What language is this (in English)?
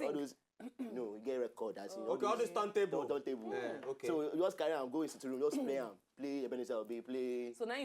Nigerian Pidgin